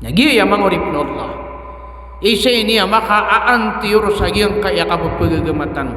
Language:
Maranao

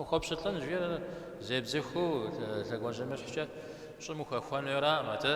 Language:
Kabardian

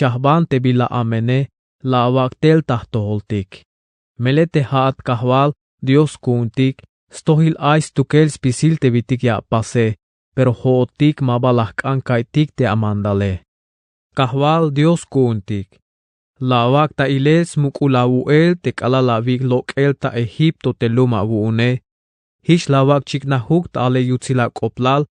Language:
Tzeltal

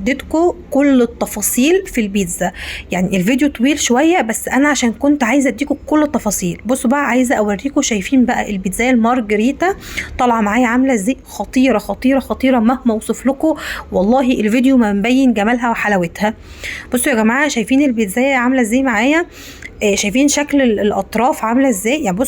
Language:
Egyptian Arabic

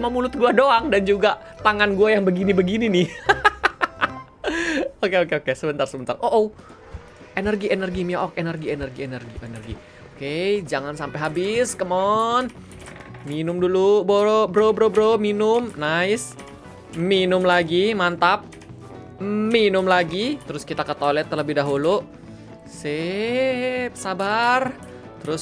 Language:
Indonesian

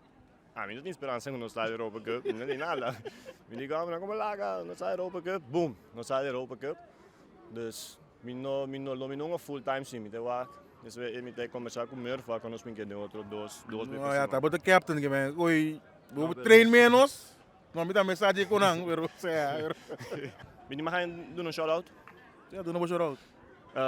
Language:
Papiamento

